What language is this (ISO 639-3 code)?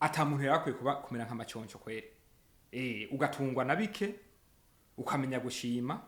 run